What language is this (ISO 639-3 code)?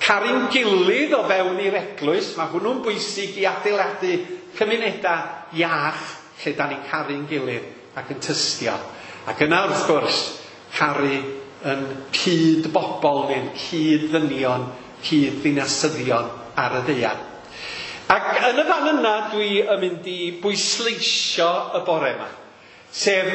cym